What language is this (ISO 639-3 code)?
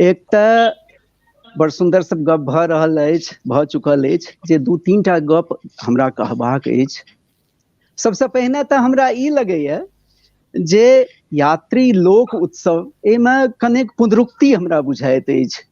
mai